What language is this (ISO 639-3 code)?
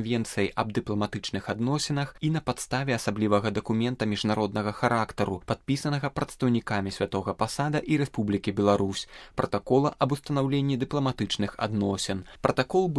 bel